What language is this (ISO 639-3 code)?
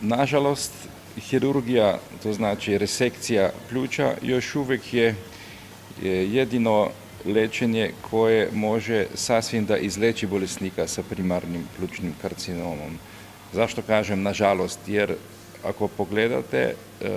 slv